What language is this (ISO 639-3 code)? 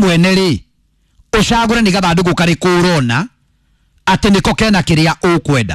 kik